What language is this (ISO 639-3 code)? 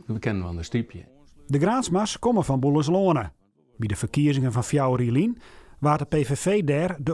fry